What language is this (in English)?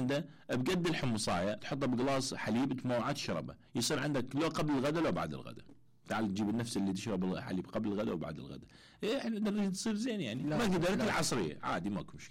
Mesopotamian Arabic